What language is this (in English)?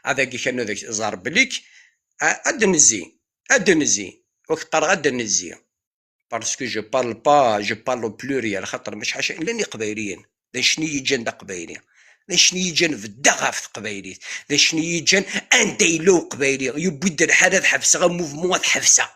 Kabyle